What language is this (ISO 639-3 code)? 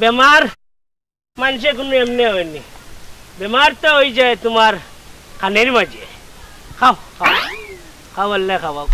syl